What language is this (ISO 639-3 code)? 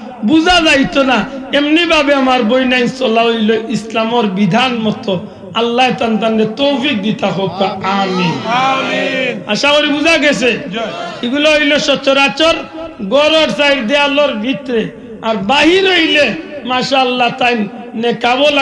syl